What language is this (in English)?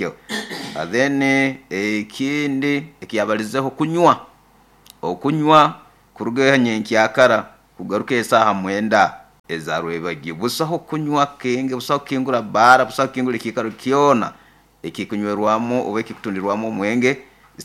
Nyoro